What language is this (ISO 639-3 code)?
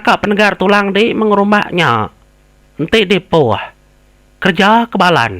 iba